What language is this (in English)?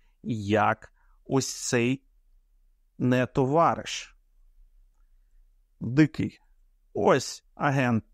Ukrainian